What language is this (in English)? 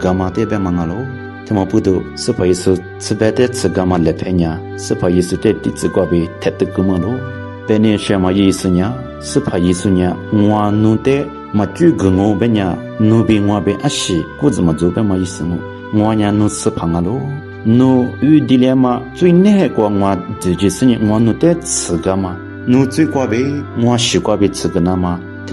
Lisu